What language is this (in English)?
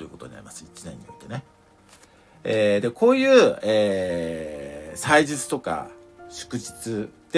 Japanese